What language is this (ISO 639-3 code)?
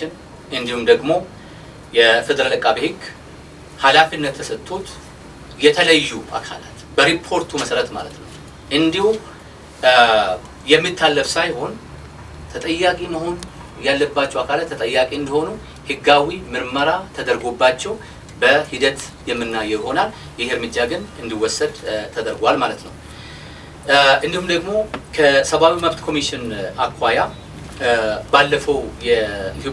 amh